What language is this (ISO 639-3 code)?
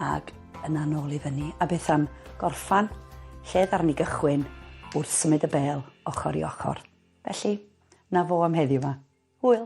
cym